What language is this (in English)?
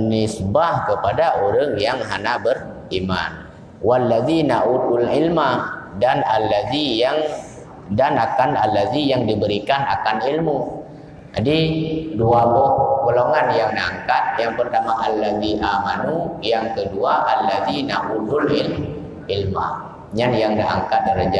Achinese